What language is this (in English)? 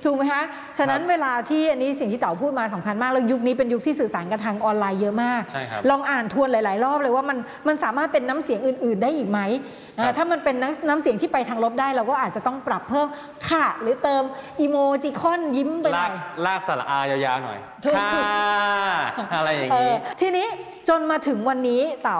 Thai